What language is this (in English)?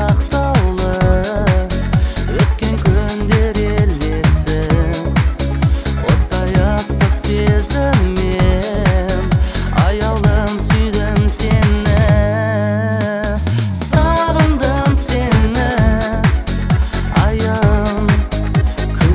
Kazakh